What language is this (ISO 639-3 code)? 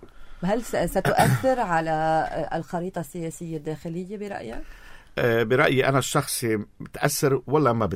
apc